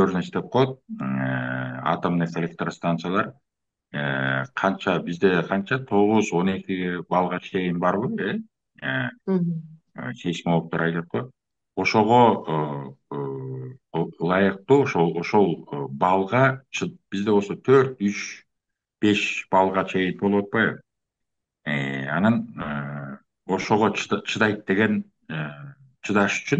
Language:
Kyrgyz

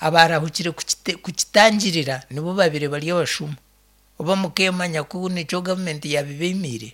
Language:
Nyankole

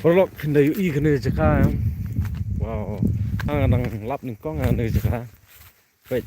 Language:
Khasi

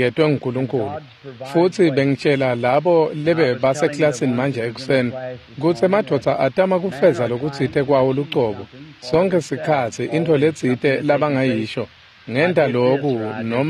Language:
Swati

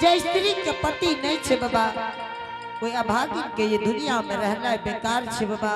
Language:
Angika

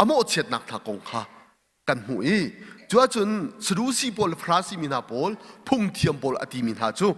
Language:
Hakha Chin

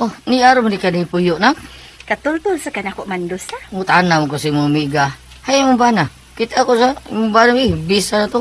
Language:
Cebuano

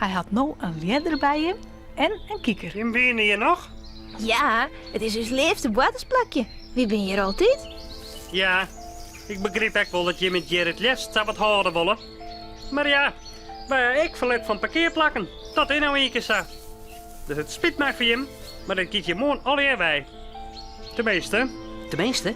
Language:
Western Frisian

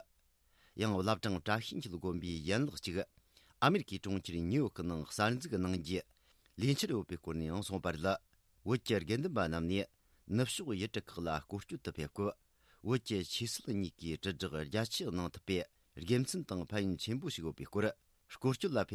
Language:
Tibetan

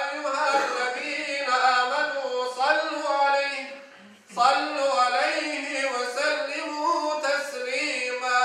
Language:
Crimean Tatar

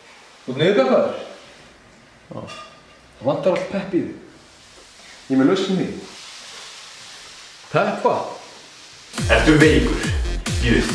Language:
Icelandic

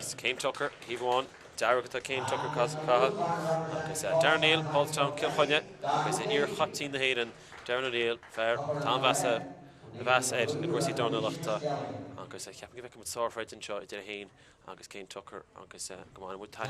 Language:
Irish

